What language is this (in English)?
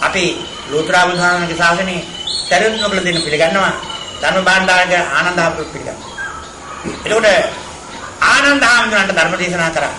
Sinhala